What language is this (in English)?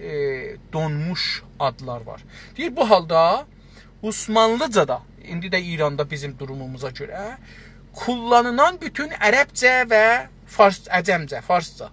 South Azerbaijani